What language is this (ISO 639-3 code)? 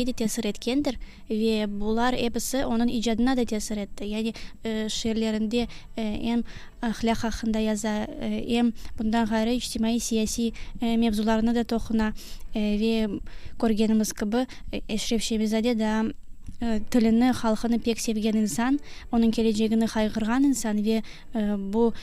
crh